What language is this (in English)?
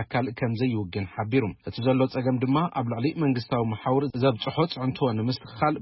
Tigrinya